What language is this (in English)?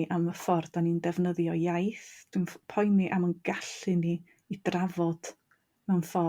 Welsh